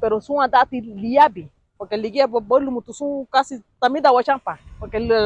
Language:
Garifuna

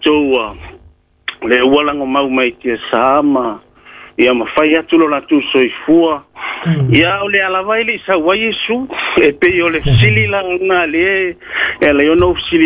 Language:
Samoan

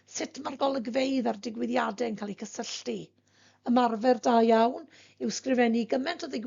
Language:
Welsh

